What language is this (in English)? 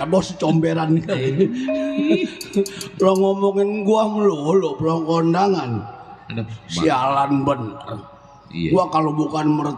Betawi